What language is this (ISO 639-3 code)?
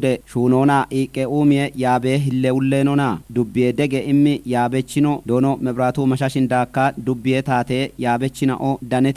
kbr